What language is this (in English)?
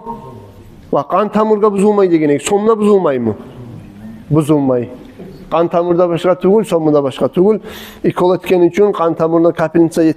Kumyk